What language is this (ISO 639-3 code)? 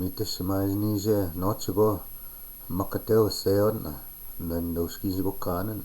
ciw